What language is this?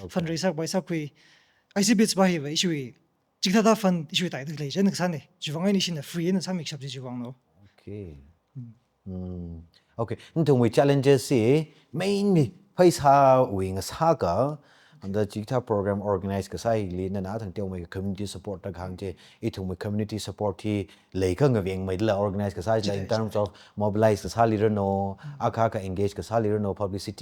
Tangkhul Naga (India)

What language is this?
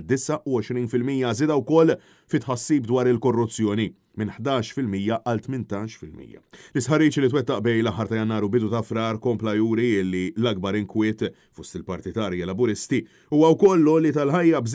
Maltese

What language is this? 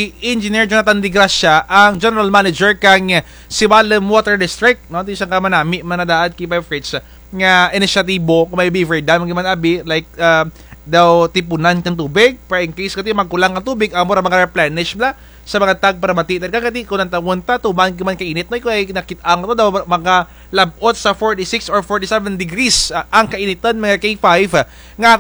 Kinaray-a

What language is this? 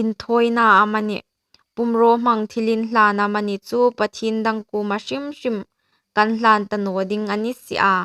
Hmar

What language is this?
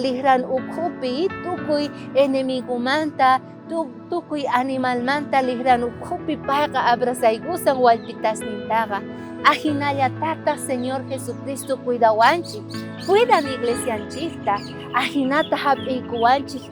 South Bolivian Quechua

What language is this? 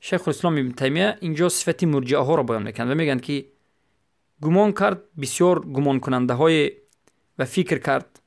Persian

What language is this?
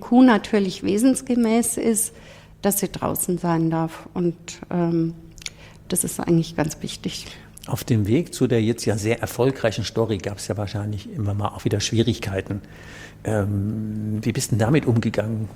German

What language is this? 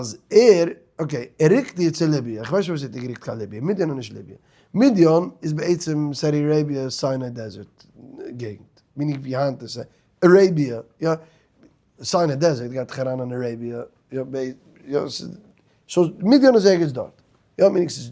Yiddish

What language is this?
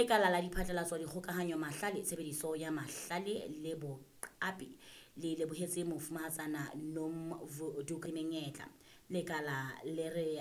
Southern Sotho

